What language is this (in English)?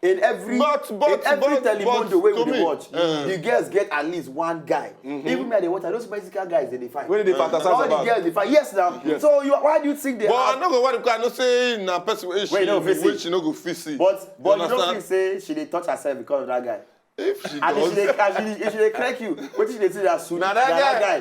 Nigerian Pidgin